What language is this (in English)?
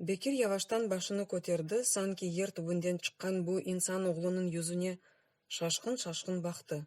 Crimean Tatar